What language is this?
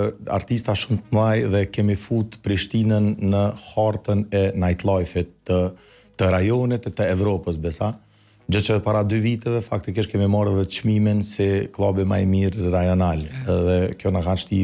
Albanian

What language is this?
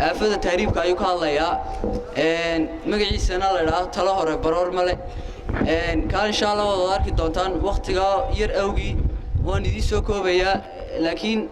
Somali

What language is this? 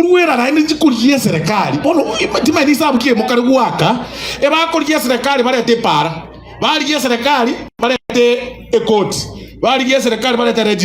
Gusii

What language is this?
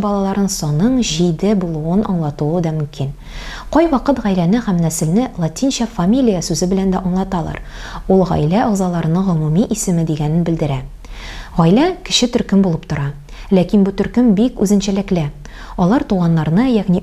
Tatar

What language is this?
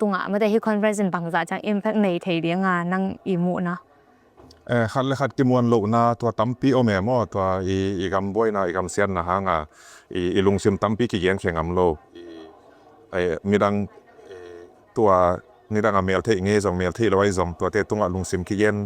Tedim Chin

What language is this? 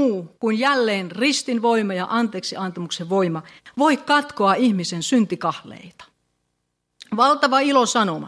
Finnish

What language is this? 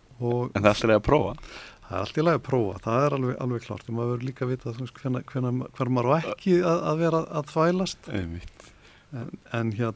Icelandic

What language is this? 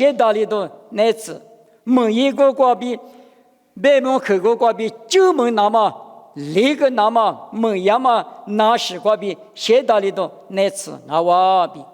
Lisu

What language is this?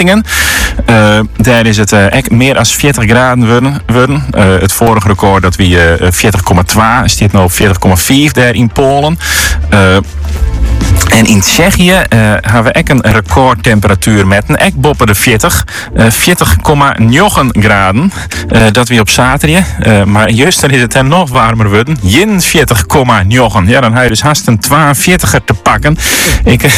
Dutch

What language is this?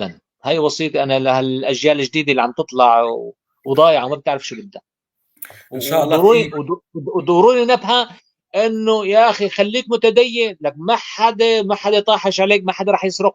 North Levantine Arabic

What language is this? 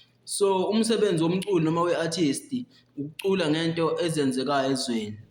Zulu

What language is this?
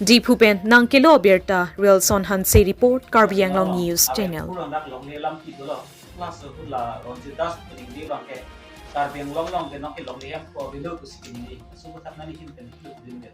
Karbi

